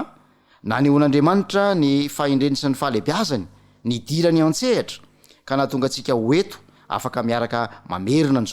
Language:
Malagasy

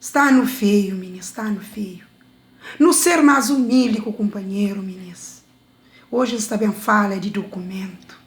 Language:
Kabuverdianu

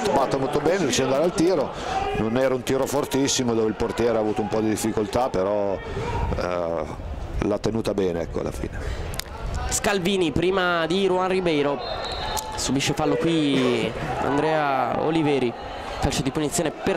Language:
Italian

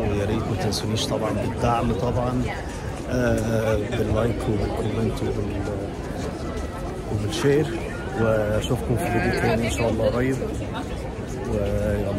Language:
Egyptian Arabic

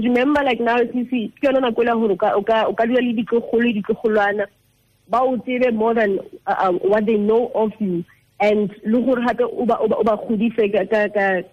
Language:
Tswana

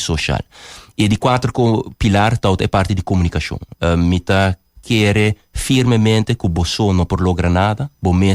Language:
Papiamento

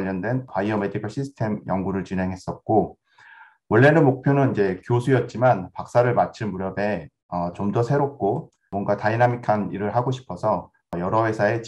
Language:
Korean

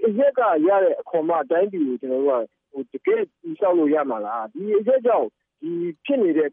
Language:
Burmese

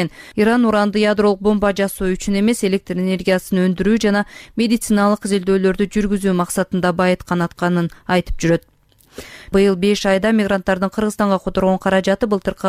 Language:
Kyrgyz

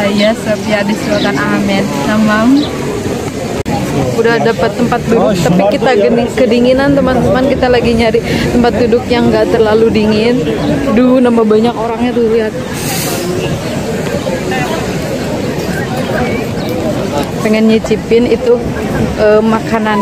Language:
Indonesian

